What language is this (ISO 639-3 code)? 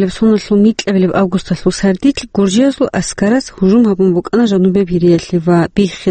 ava